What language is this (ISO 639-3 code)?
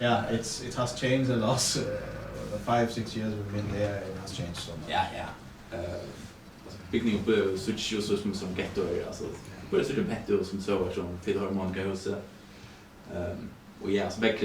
fao